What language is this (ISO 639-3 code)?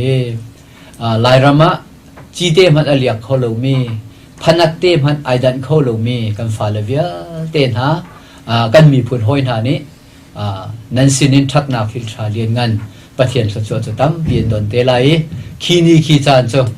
cnh